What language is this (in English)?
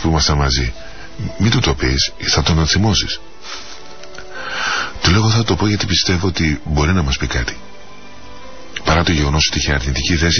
Greek